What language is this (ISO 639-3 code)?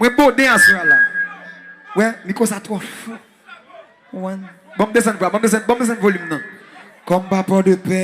hat